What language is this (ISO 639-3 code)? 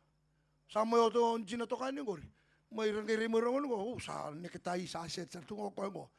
fij